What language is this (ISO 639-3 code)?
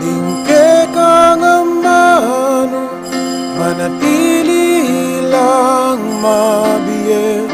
pam